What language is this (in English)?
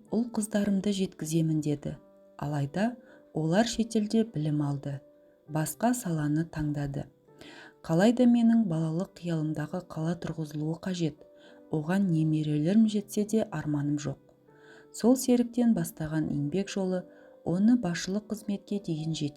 Kazakh